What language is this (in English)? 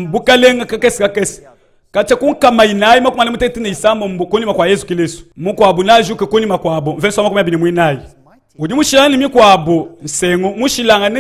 Luba-Lulua